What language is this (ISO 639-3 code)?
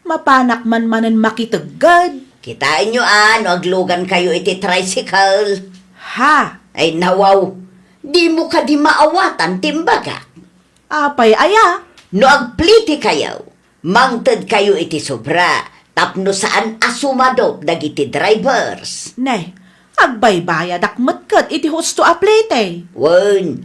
ilo